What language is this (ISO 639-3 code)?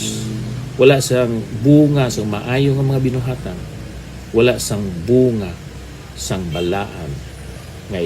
hil